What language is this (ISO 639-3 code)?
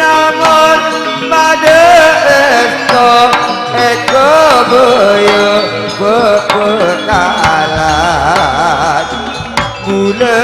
mad